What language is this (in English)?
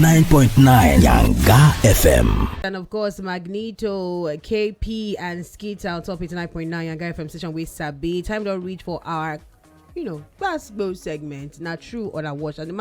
Nigerian Pidgin